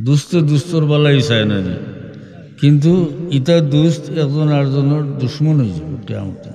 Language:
Sylheti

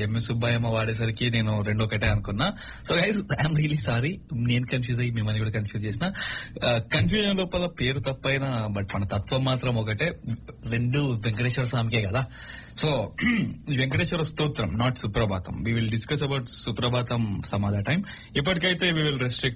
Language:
Telugu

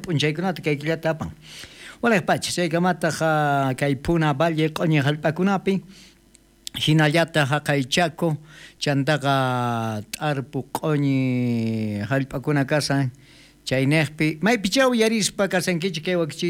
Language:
South Bolivian Quechua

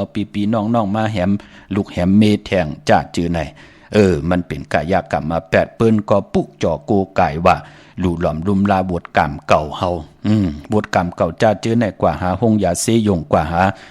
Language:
Shan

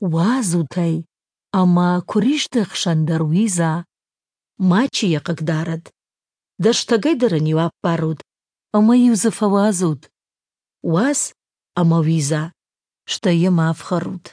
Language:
Ossetic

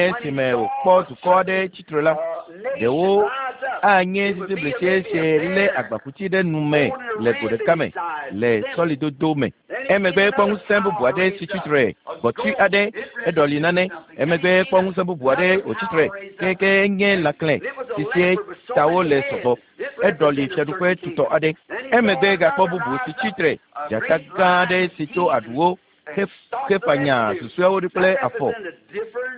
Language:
Ewe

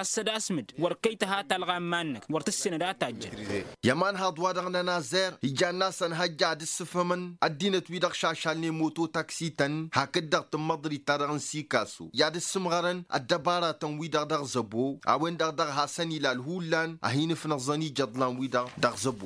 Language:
Tamasheq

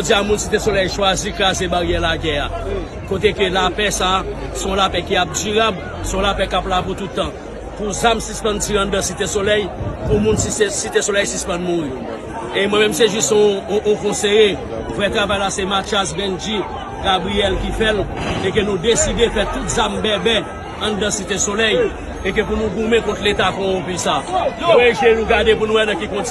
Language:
Haitian Creole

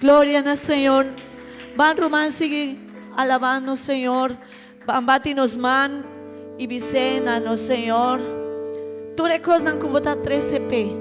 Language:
Papiamento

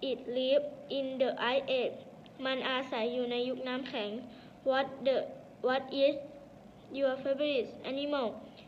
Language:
Thai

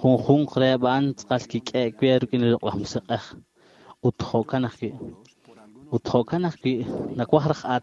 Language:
Kekchí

